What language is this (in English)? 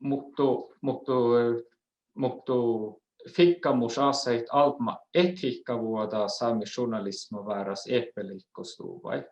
Northern Sami